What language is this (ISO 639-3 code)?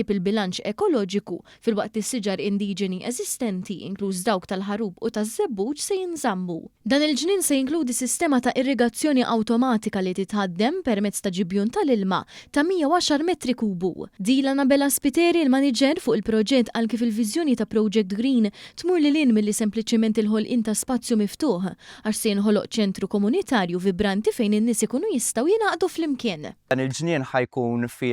mlt